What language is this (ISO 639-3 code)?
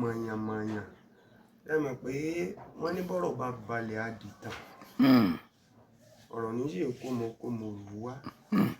yor